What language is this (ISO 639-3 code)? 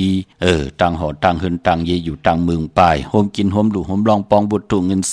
shn